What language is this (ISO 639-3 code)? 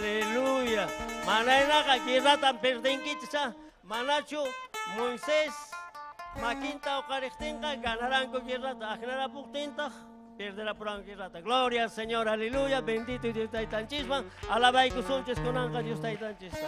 quy